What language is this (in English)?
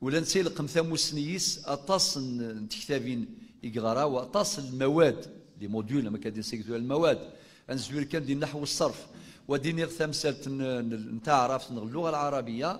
Kabyle